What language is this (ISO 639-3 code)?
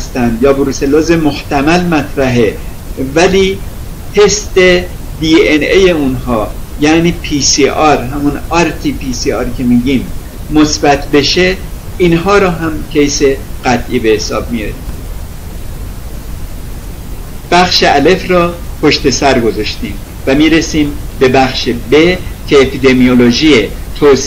fas